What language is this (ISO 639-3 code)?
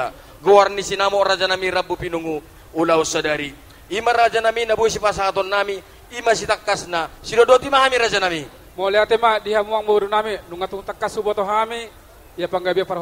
bbc